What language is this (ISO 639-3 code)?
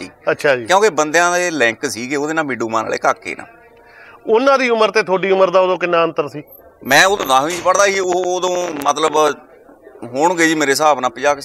pan